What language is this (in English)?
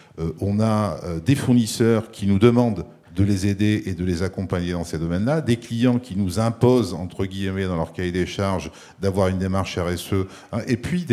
French